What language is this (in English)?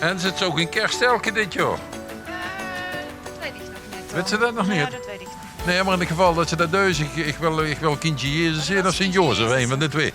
Limburgish